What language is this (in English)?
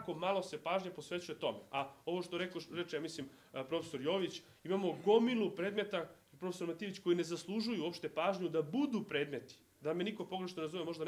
Serbian